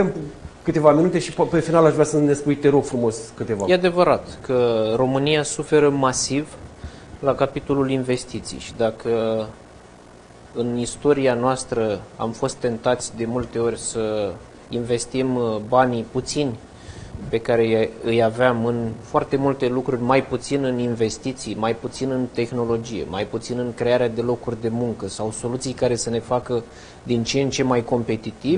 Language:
Romanian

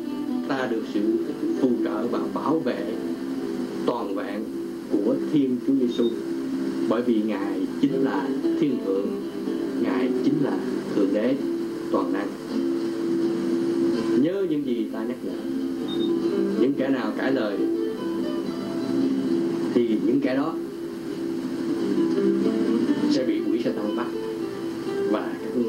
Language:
Vietnamese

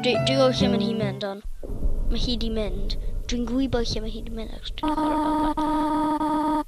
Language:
Welsh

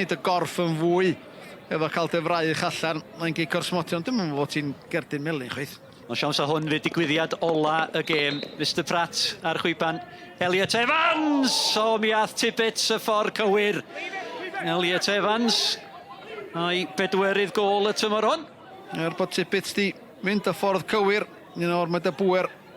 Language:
Welsh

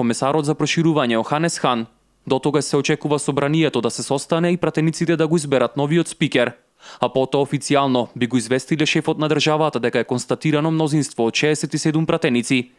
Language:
Macedonian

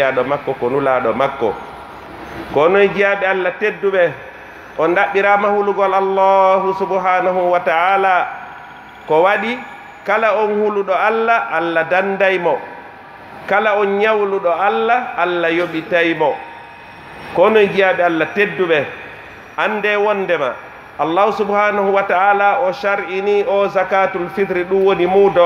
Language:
Pular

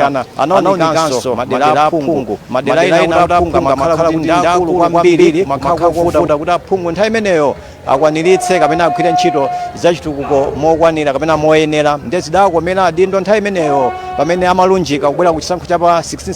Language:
Nyanja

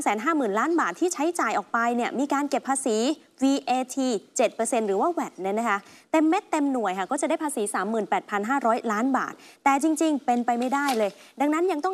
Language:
Thai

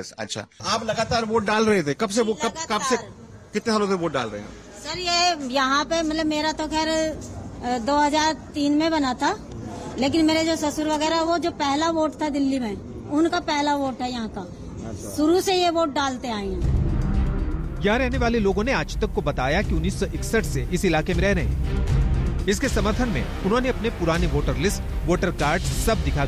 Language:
Hindi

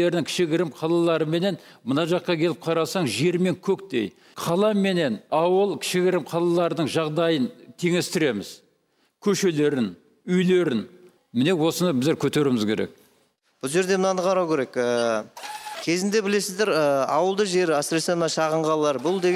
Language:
Kazakh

